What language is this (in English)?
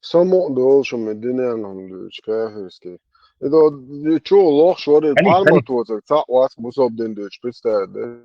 Chechen